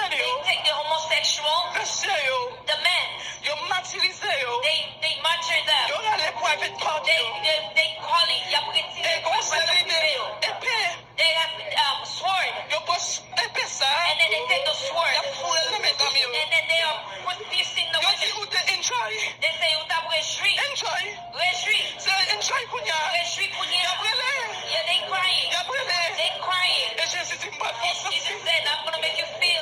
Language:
Haitian Creole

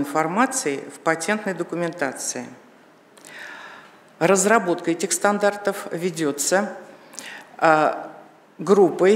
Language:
Russian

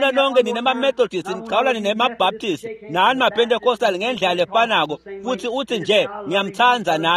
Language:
Swati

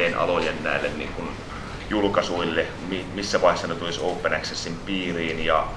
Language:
Finnish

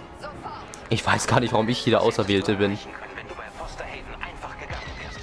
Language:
German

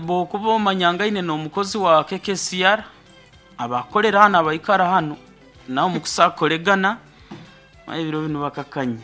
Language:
Nyoro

